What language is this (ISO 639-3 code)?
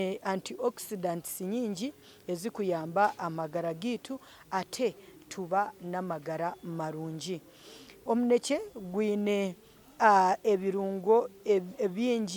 nyn